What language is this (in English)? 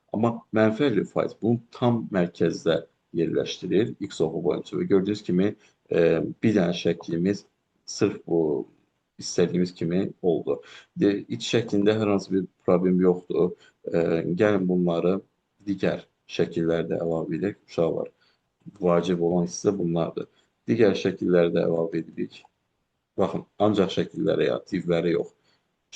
Azerbaijani